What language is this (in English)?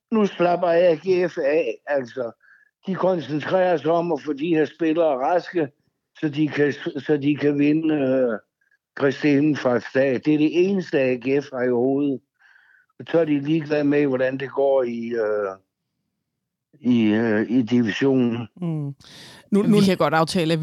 Danish